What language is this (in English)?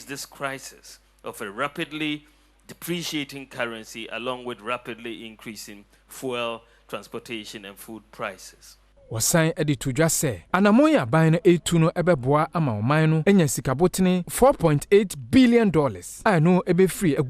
Akan